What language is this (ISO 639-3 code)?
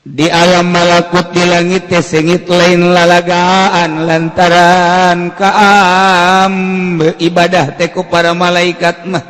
sun